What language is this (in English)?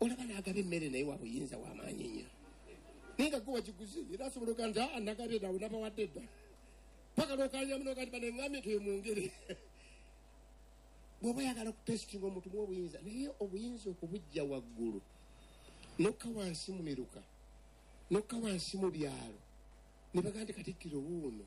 Ganda